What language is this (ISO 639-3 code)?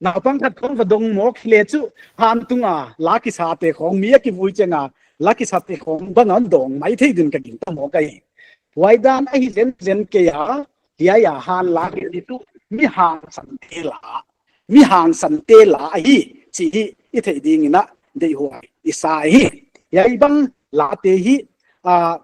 pck